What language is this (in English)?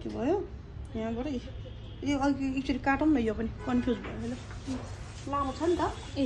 Nepali